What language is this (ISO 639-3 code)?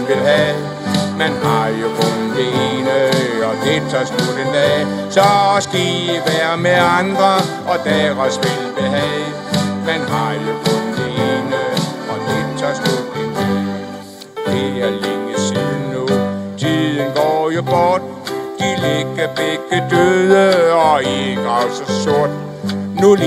dan